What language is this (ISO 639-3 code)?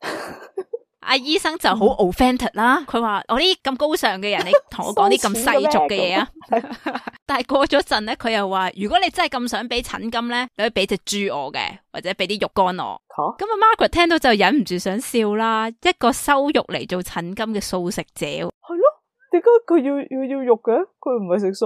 yue